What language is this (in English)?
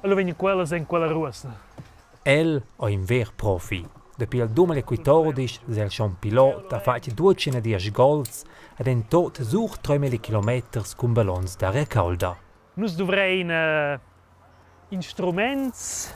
Romansh